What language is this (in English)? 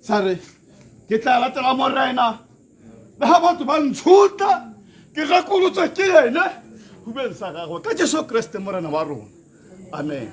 Tswana